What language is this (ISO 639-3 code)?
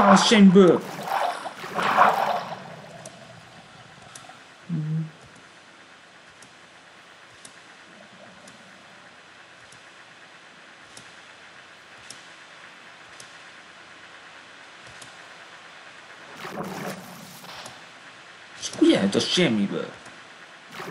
hun